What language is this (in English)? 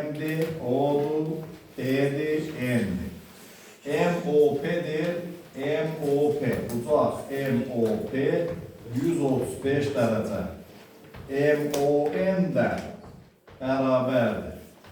Azerbaijani